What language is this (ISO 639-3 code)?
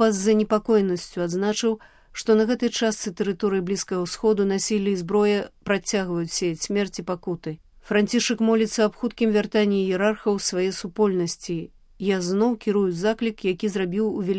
bel